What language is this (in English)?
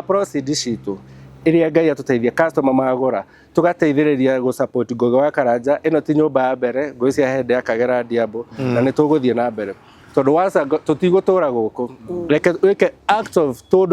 Kikuyu